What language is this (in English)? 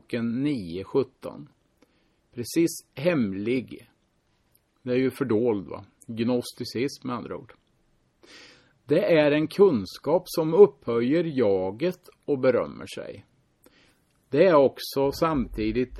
Swedish